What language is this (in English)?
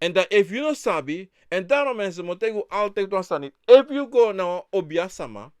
Sranan Tongo